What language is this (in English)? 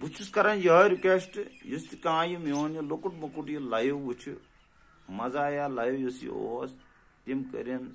Kashmiri